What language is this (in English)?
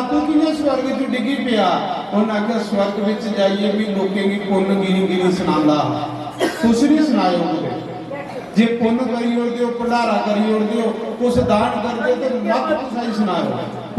Dogri